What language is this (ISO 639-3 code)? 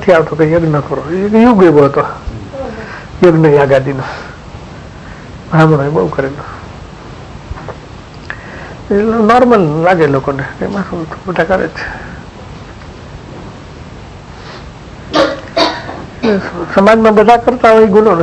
guj